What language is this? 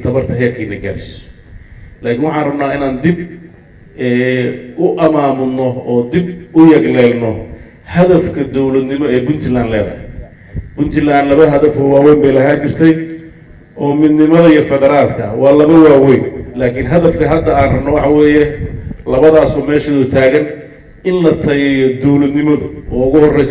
Somali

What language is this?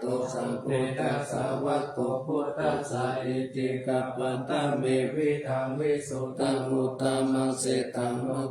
Pali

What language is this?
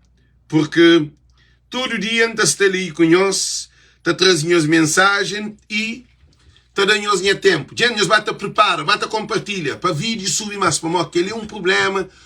Kabuverdianu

